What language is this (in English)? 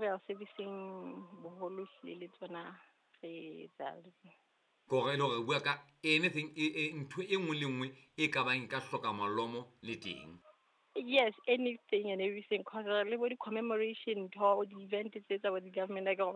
Southern Sotho